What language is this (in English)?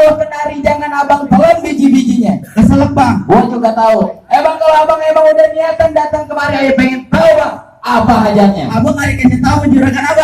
Betawi